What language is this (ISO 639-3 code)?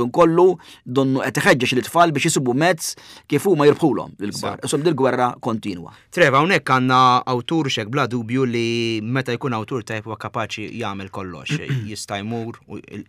mlt